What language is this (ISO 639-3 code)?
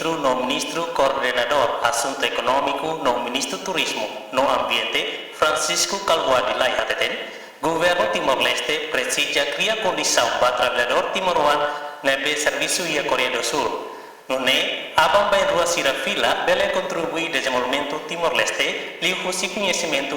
tet